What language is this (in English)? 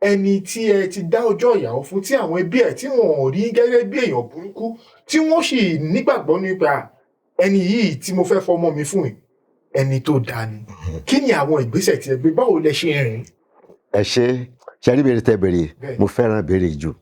Yoruba